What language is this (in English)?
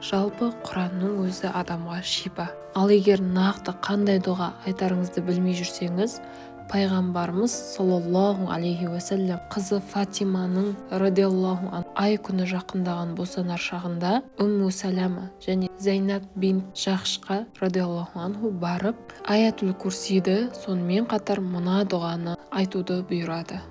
Kazakh